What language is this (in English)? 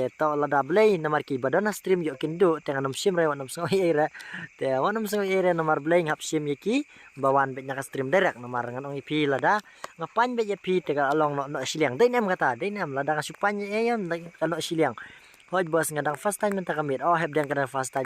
Khasi